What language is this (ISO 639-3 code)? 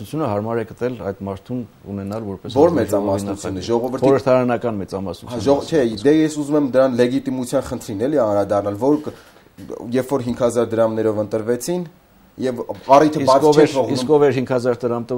hye